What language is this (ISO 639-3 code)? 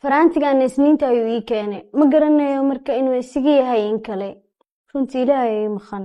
som